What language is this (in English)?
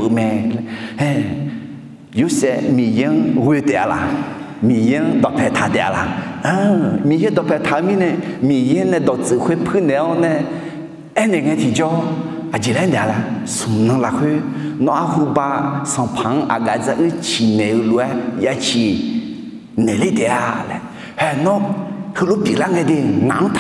Akha